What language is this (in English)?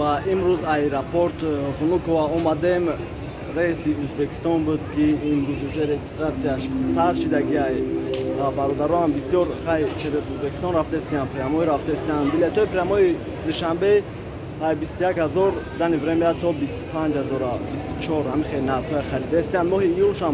Tajik